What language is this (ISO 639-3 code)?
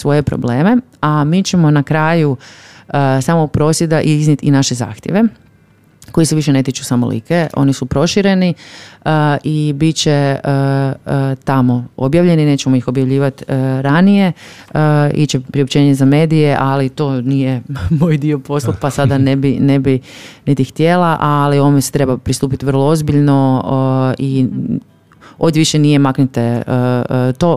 hrv